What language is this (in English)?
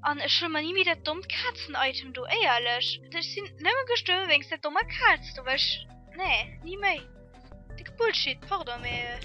Luxembourgish